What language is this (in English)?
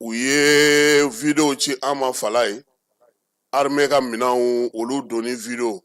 Bambara